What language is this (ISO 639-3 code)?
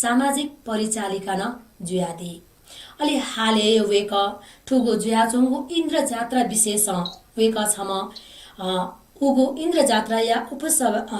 new